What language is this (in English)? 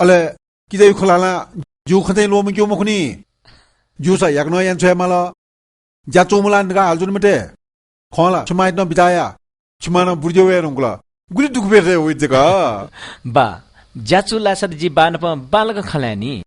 Newari